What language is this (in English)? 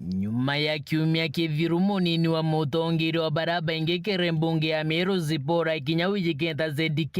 Meru